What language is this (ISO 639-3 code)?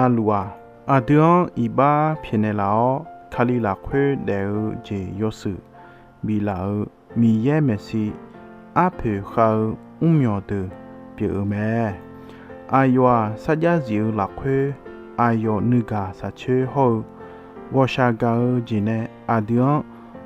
ahk